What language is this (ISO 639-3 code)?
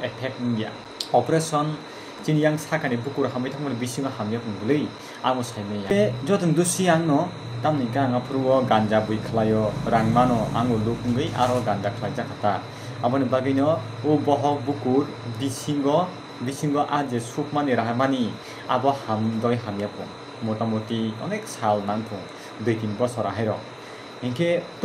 trp